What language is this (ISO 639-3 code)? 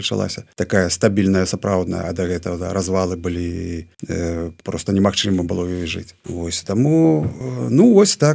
bel